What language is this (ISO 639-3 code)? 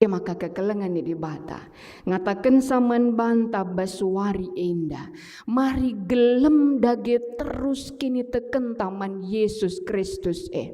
btx